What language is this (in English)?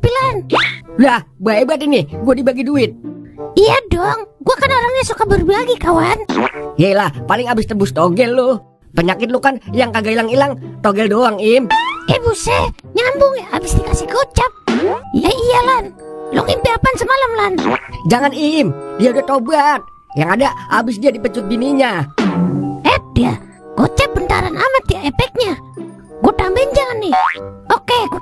Betawi